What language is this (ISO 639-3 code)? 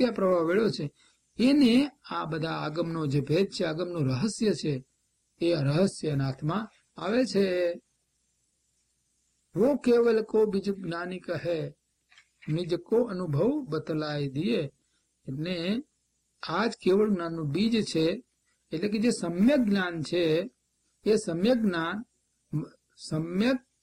guj